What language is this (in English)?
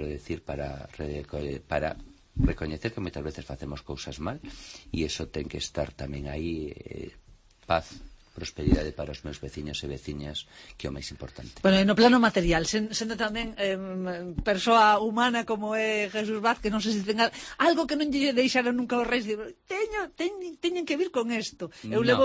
Galician